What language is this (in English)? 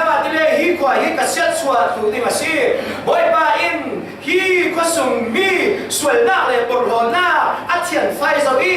Falam Chin